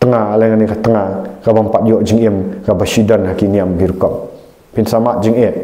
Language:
Khasi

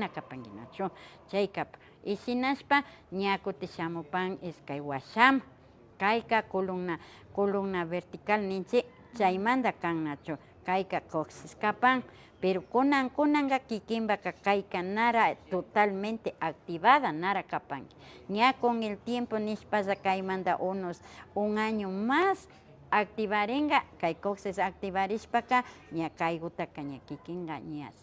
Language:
Imbabura Highland Quichua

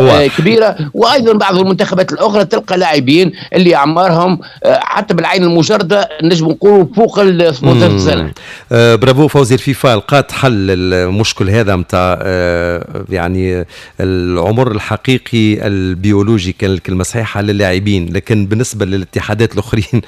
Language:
Tunisian Arabic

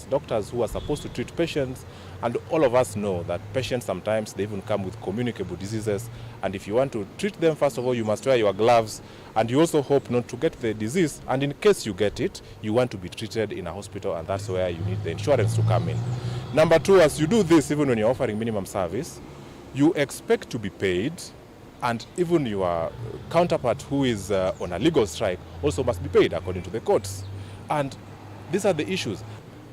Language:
Kamba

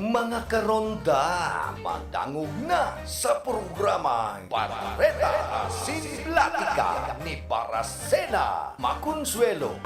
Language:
Bikol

